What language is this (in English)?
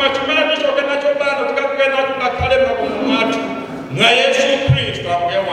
Nyanja